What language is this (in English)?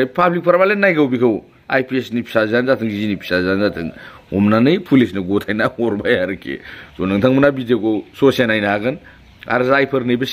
Bodo